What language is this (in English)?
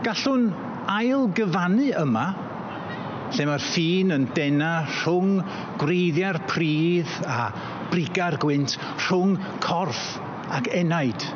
Welsh